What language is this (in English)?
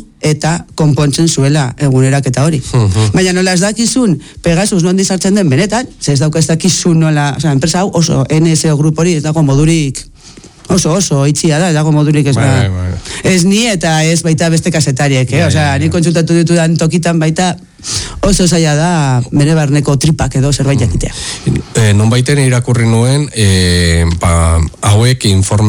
Basque